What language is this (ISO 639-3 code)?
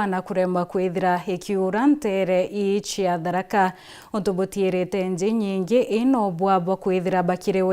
mer